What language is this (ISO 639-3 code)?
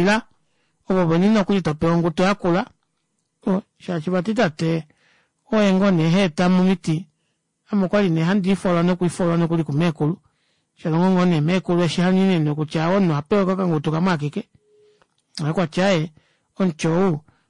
kua